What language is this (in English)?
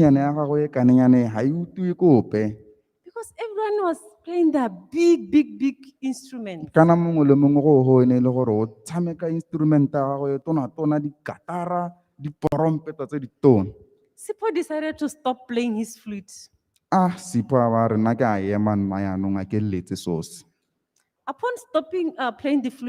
Tswana